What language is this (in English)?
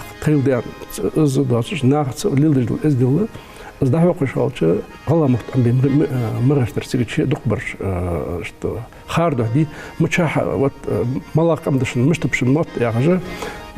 Ingush